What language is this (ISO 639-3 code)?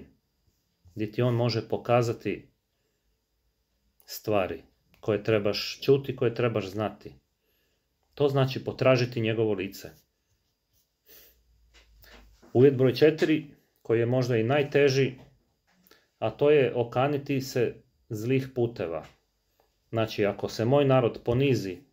hrv